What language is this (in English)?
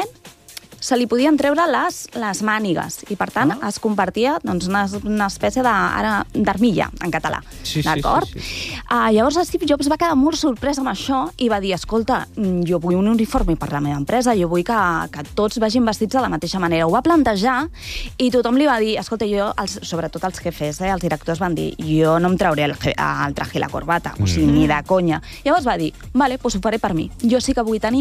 Catalan